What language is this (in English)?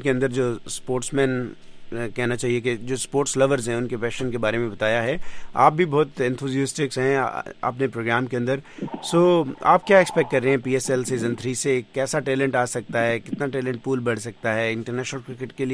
Urdu